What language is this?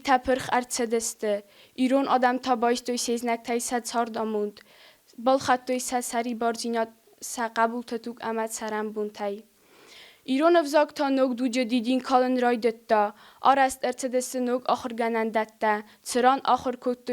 Ossetic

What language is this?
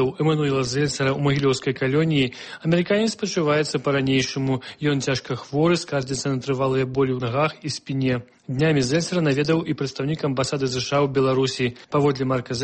Belarusian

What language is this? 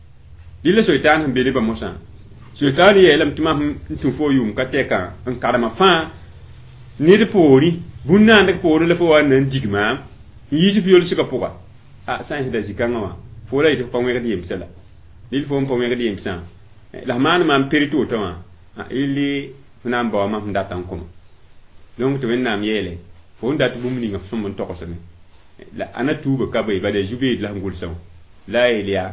Mossi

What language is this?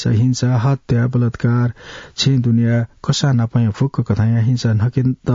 Newari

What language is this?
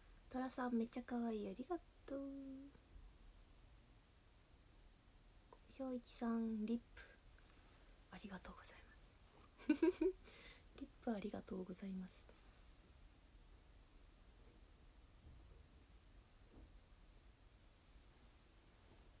Japanese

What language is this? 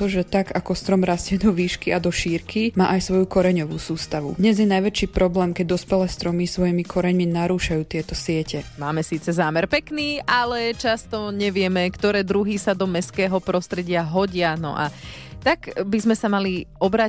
Slovak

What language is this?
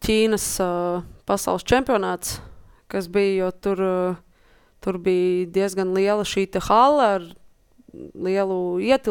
Latvian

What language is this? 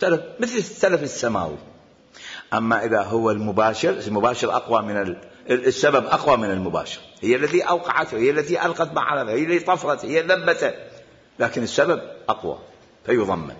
Mesopotamian Arabic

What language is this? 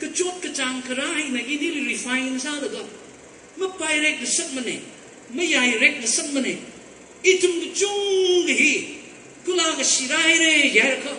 Tangkhul Naga (India)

